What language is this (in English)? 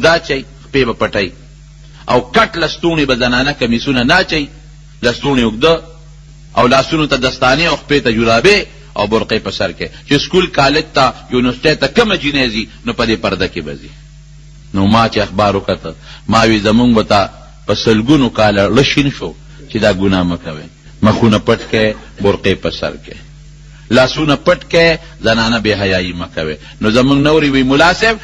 Pashto